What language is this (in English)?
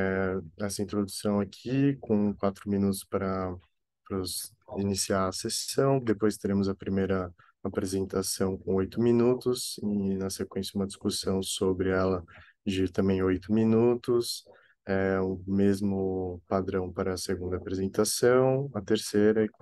Portuguese